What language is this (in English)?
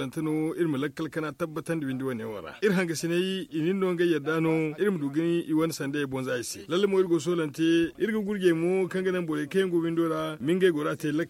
Zarma